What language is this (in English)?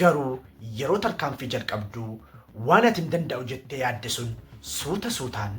Oromo